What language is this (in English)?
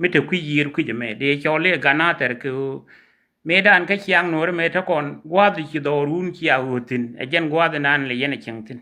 Nuer